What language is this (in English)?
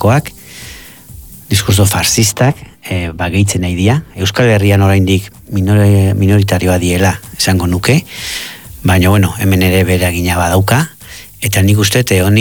Basque